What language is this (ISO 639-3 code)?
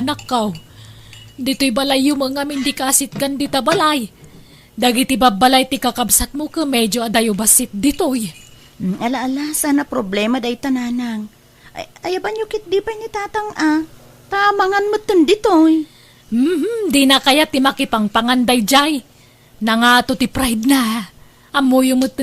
ilo